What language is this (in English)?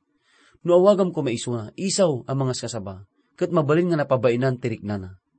Iloko